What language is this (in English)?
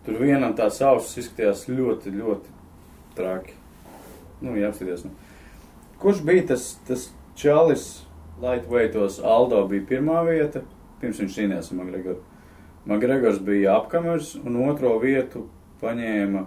Latvian